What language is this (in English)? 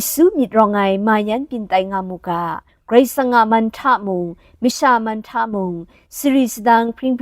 Kachin